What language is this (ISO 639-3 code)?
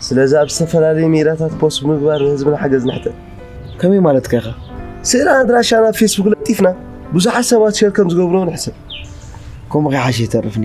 tir